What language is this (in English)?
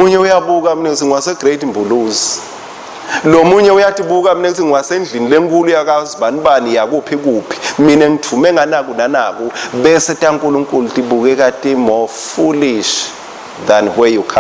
Swati